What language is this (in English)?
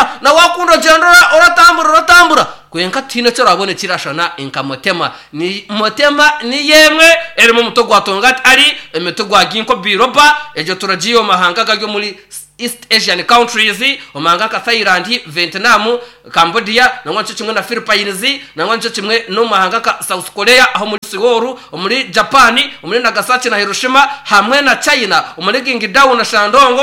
Nyankole